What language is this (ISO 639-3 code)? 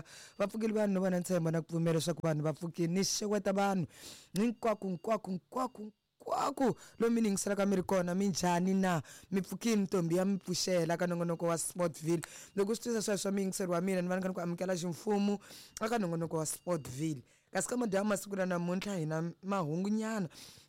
tso